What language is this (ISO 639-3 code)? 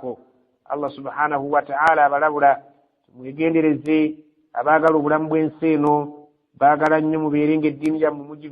lug